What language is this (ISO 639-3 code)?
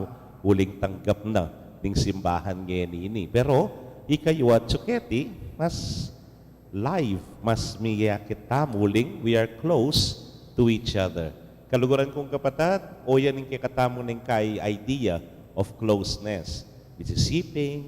pam